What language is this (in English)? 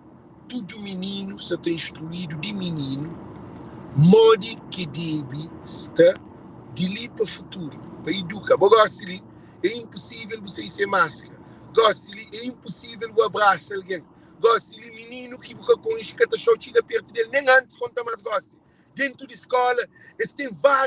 Kabuverdianu